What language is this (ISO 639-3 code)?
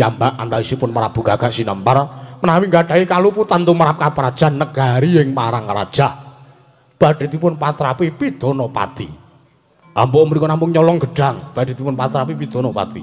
jav